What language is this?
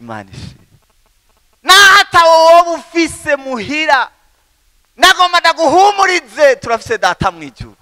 Rundi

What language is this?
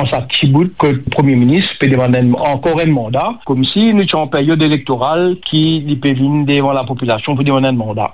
Morisyen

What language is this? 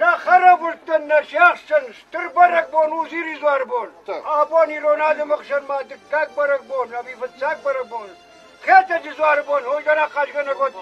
Ossetic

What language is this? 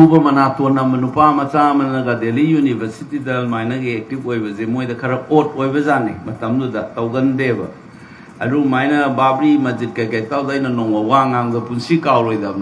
Manipuri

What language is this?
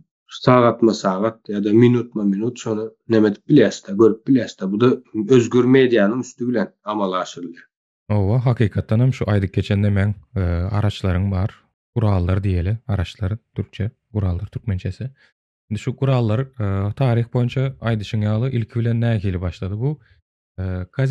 Turkmen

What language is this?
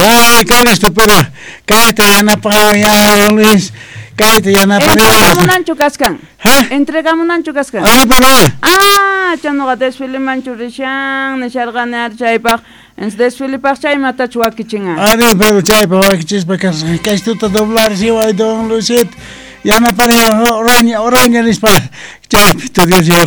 Quechua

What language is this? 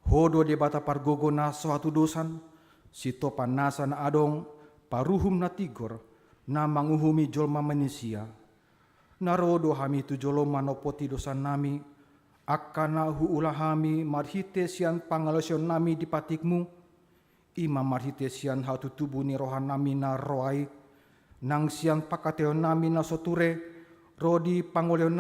Batak Toba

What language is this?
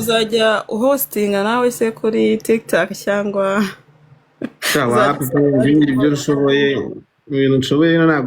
Kinyarwanda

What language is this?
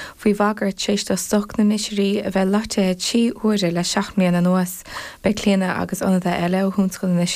Irish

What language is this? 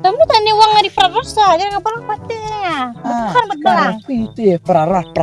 Khasi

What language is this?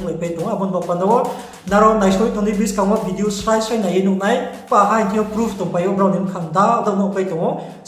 Riang (India)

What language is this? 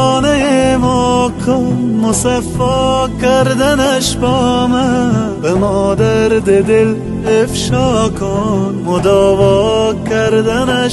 Persian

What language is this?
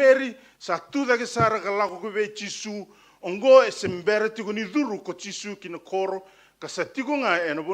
Fijian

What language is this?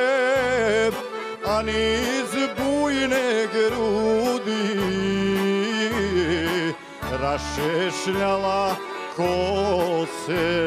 Bosnian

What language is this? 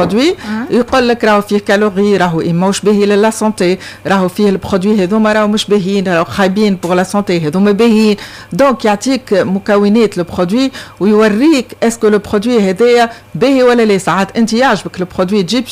Tunisian Arabic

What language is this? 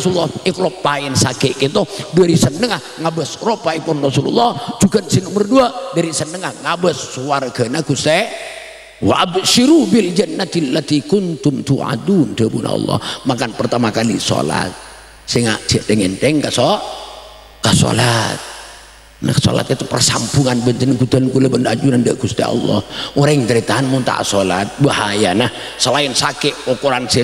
Madurese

